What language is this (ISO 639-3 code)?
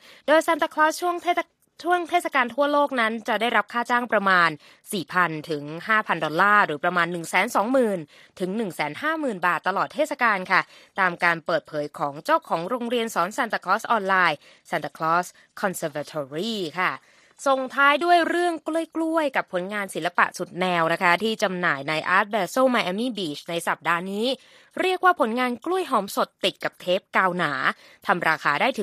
tha